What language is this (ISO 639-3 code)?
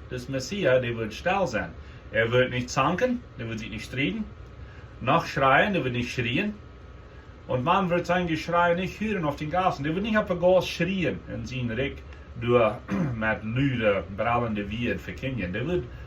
pdt